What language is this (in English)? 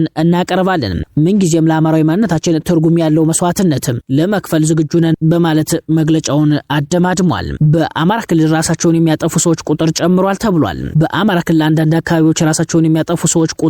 Amharic